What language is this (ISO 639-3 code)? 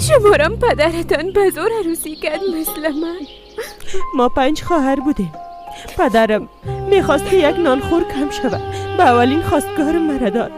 fas